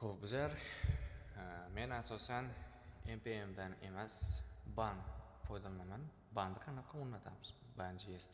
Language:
Uzbek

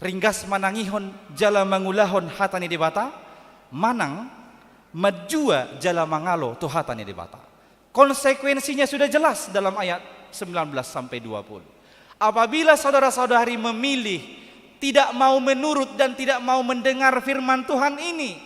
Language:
Batak Toba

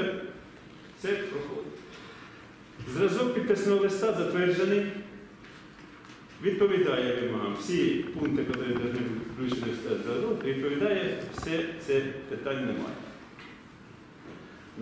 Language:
Ukrainian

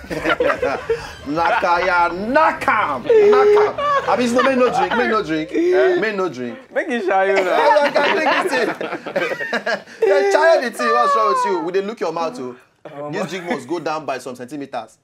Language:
Nigerian Pidgin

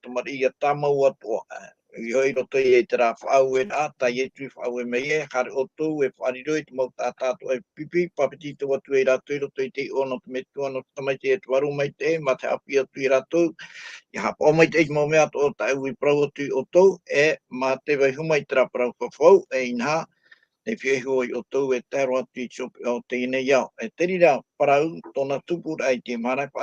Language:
Tahitian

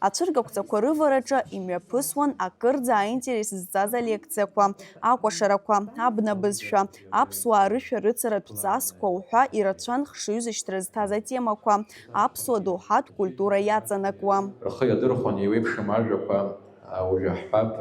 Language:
Abkhazian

